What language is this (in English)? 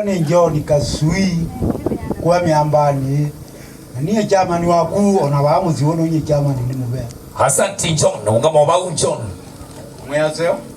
Kamba